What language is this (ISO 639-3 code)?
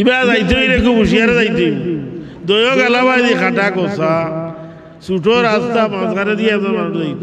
syl